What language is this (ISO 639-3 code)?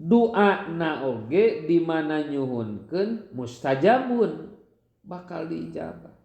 sun